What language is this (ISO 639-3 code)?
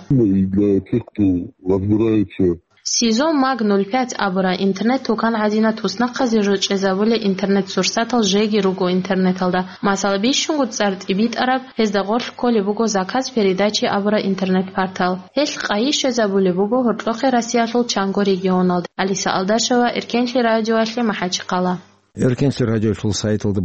ava